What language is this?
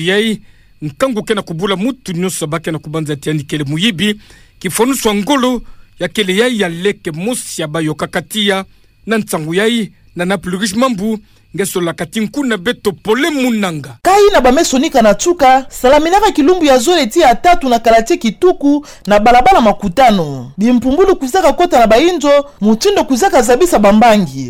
Kituba (Democratic Republic of Congo)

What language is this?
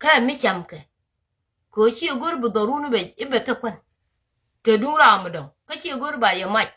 Nuer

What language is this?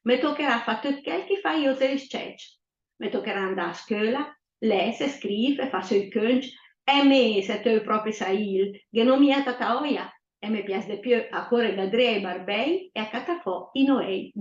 Lombard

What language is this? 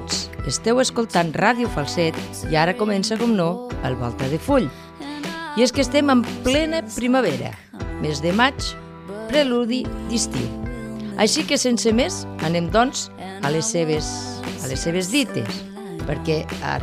Catalan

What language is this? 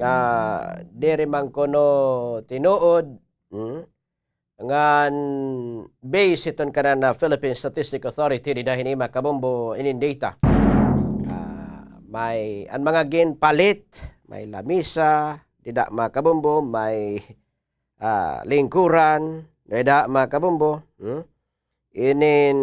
Waray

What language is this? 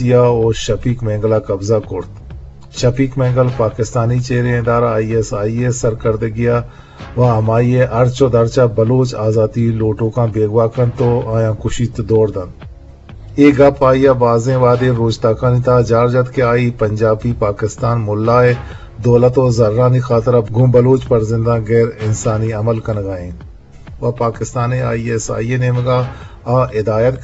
Eastern Balochi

